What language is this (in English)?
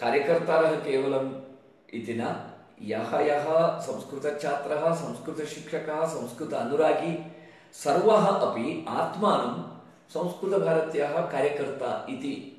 Sanskrit